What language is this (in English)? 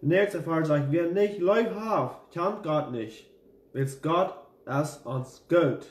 Plautdietsch